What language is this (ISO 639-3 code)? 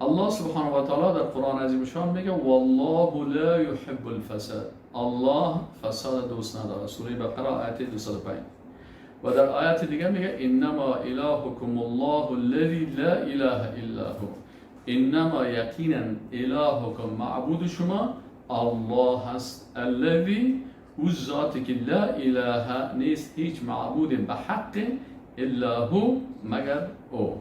fas